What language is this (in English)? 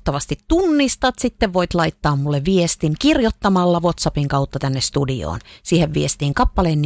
Finnish